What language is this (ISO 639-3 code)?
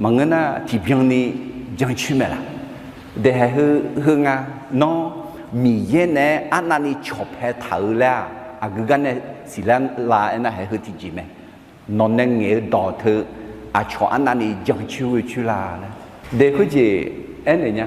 ahk